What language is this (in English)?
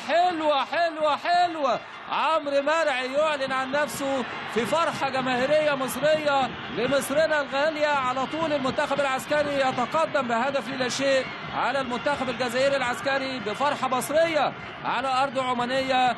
Egyptian Arabic